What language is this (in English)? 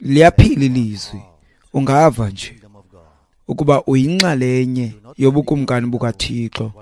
Xhosa